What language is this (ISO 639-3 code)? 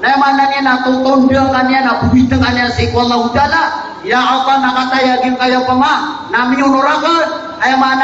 mrw